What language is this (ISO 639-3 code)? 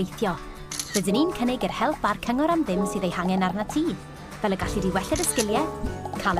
cym